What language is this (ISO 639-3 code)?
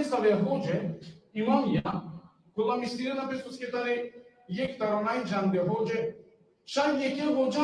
rmn